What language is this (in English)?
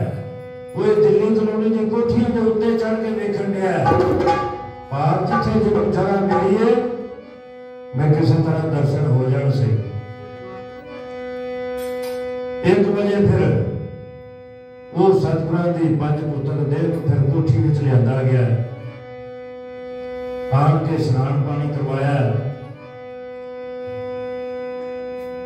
Punjabi